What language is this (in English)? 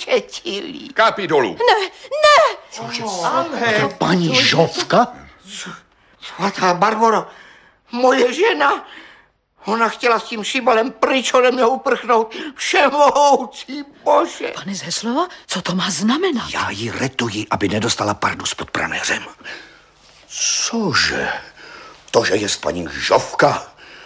Czech